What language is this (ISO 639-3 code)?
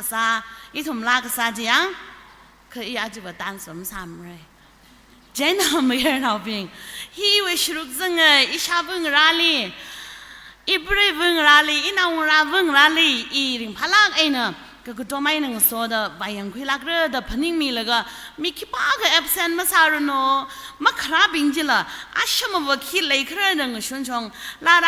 nmf